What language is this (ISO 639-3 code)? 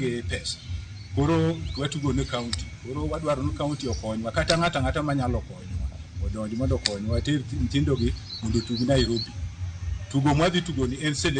luo